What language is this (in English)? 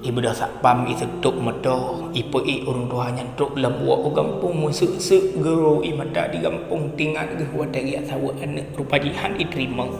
Achinese